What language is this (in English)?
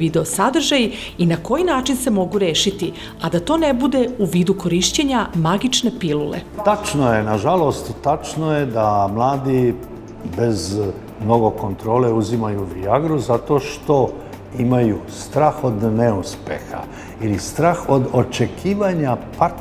Serbian